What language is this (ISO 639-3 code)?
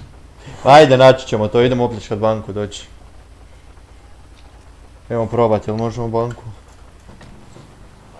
hrv